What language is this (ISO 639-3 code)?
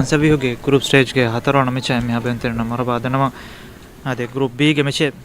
div